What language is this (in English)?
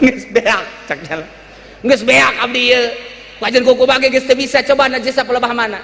Sundanese